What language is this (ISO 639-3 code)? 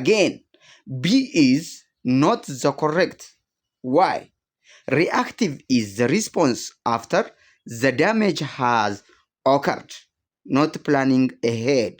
eng